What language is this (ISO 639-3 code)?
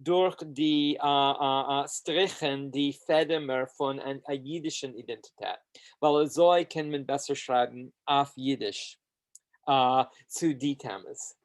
yid